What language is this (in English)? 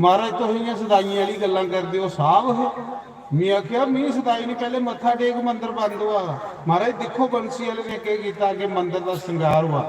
Dogri